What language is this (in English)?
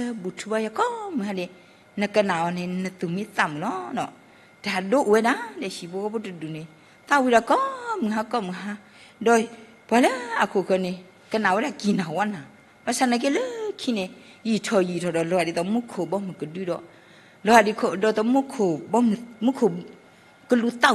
S'gaw Karen